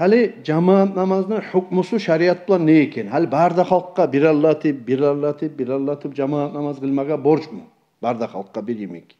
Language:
Kumyk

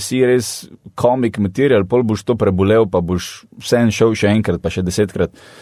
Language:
Slovenian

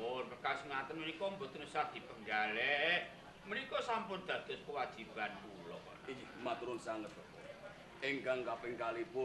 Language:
Javanese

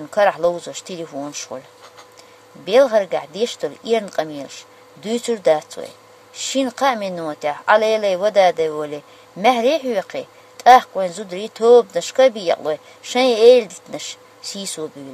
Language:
Chechen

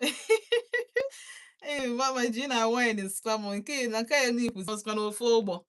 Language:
Igbo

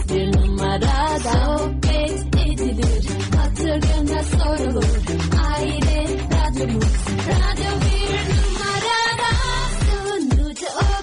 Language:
Turkish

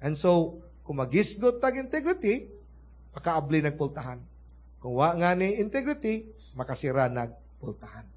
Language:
Cebuano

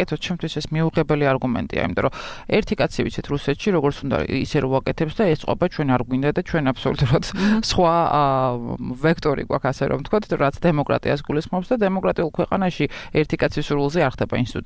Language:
Georgian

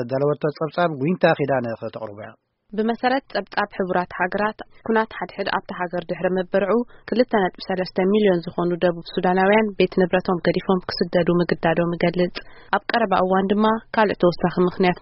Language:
Tigrinya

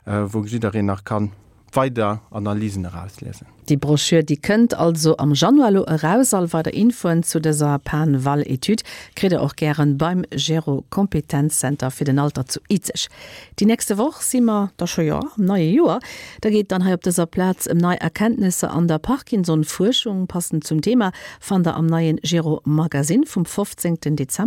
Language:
Luxembourgish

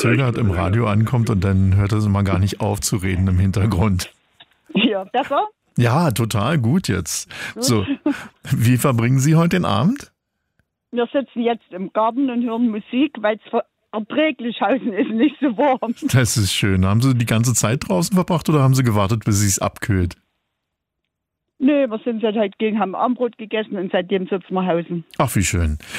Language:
German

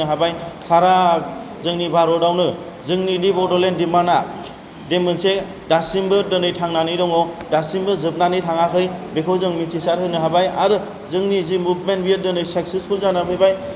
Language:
Bodo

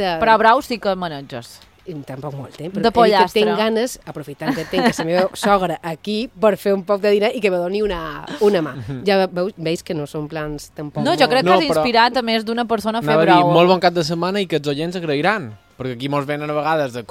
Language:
Catalan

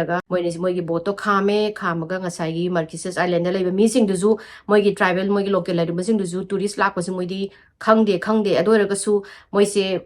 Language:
Manipuri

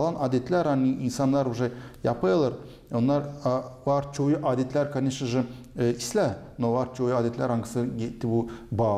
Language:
Gagauz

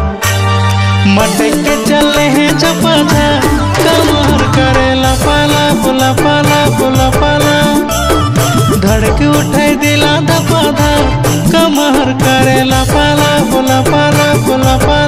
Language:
Bhojpuri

